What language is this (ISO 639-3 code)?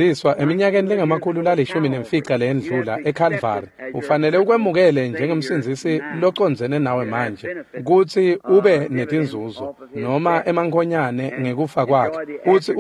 ssw